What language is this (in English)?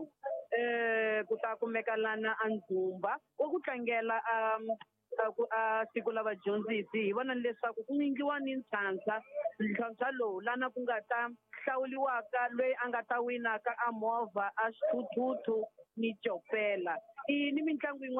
Tsonga